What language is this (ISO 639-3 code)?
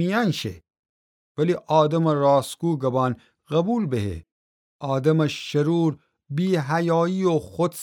glk